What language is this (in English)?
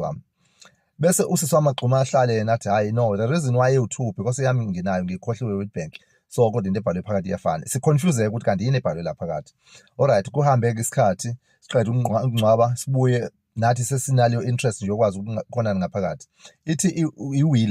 Zulu